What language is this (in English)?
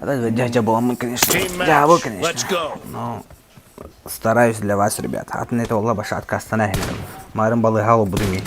Yakut